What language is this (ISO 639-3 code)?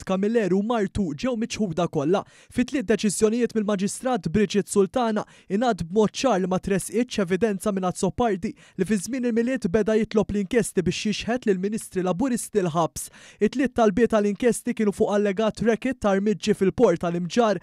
mlt